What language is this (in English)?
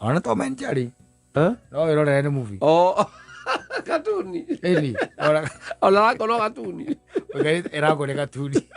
Kikuyu